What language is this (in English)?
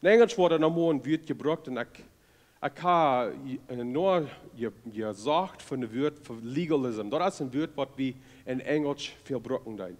Plautdietsch